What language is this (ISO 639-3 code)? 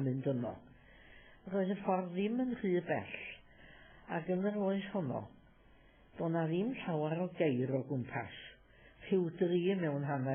cym